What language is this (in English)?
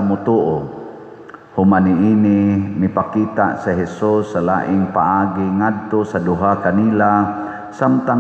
Cebuano